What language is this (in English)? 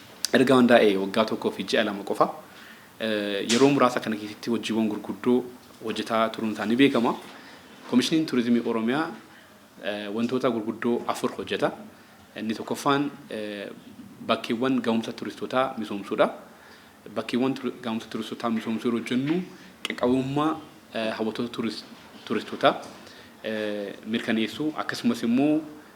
Oromo